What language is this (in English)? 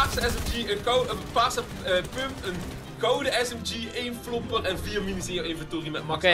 Dutch